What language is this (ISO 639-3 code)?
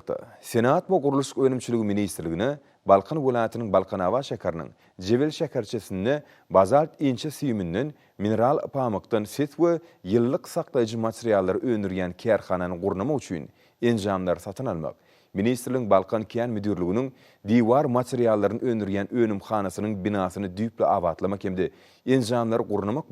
tuk